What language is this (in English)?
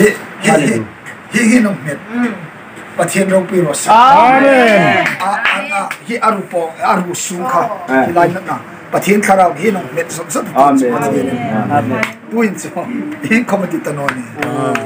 Hmar